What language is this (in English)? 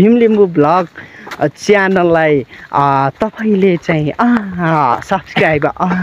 Nepali